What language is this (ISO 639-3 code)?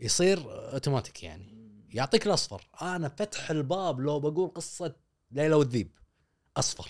afb